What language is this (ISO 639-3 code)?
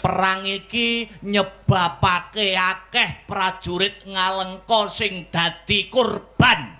jav